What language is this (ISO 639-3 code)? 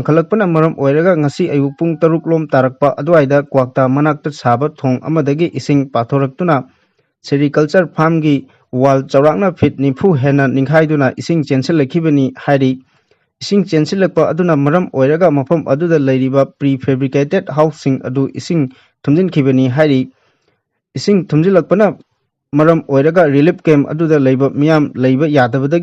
mni